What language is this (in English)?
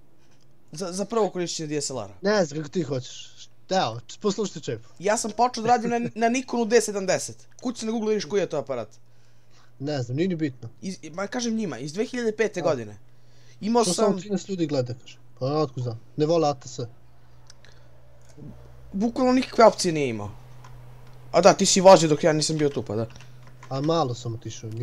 Serbian